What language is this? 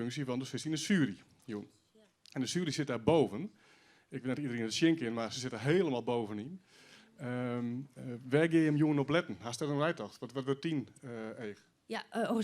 Western Frisian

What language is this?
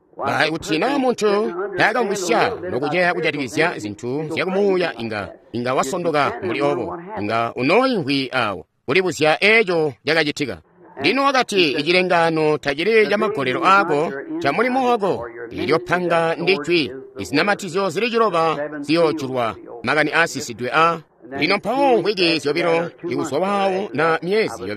Tonga (Zambia)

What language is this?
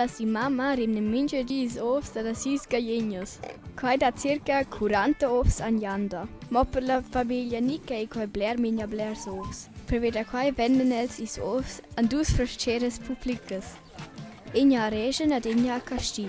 Romansh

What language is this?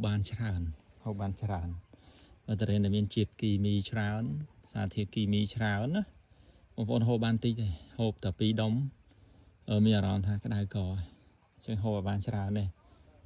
Khmer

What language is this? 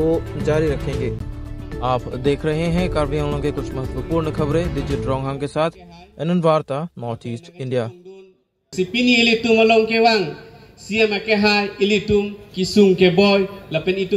Karbi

